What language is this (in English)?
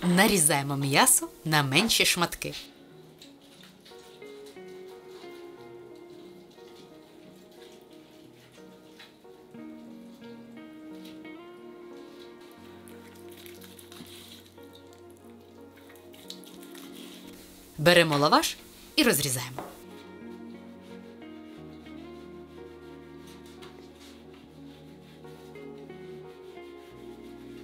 Ukrainian